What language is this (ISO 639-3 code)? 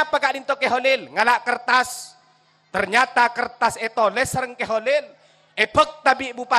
mad